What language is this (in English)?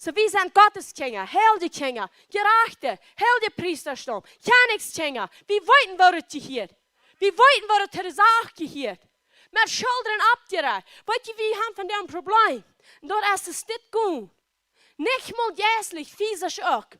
Plautdietsch